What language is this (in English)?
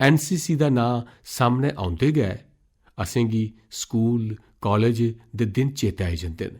Dogri